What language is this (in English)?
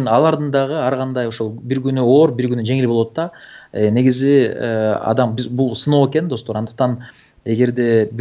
Kyrgyz